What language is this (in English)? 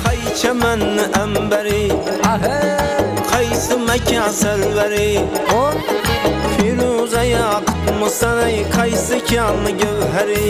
Kara-Kalpak